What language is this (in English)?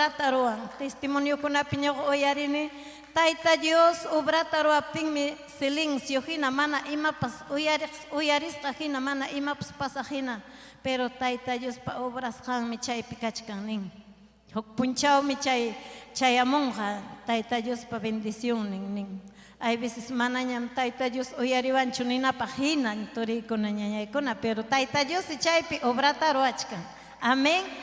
Ayacucho Quechua